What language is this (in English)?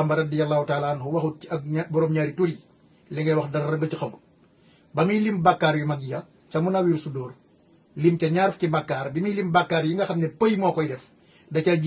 Wolof